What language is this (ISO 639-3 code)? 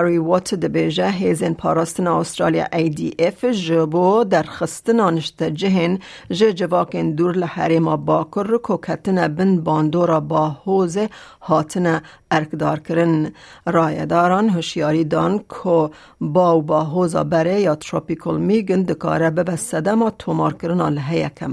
kur